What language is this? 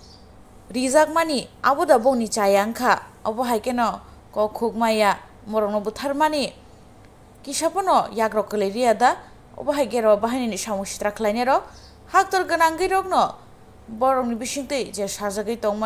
Kok Borok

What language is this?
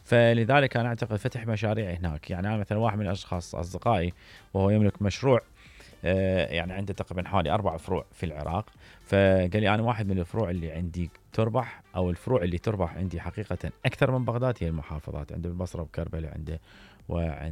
Mesopotamian Arabic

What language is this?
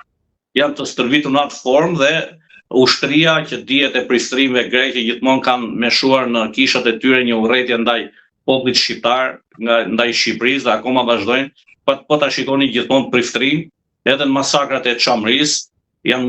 Albanian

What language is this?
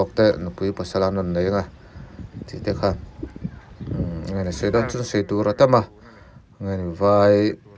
Mizo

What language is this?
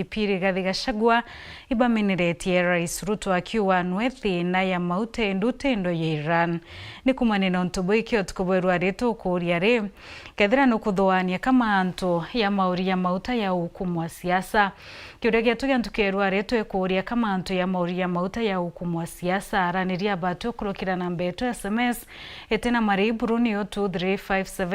Meru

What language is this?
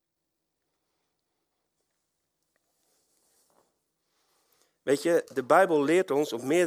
Dutch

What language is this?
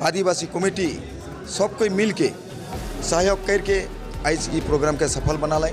Sadri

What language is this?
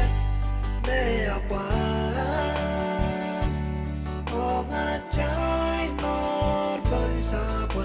Pohnpeian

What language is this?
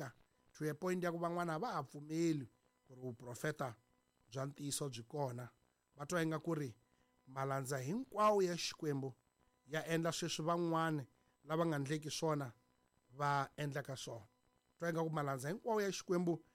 Tsonga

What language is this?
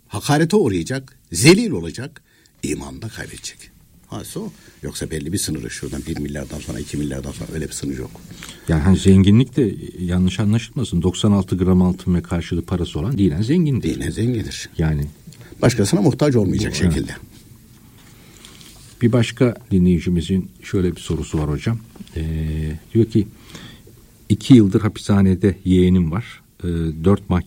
Turkish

